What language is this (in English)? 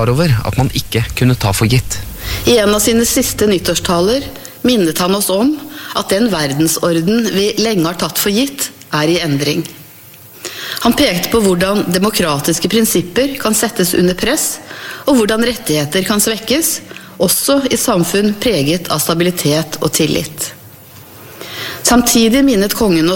Norwegian